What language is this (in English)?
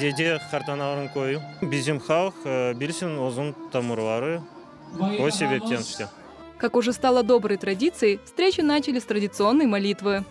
Crimean Tatar